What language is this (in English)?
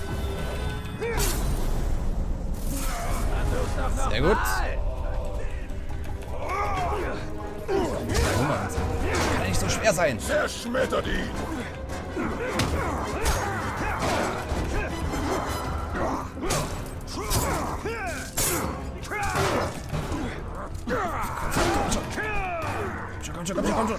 German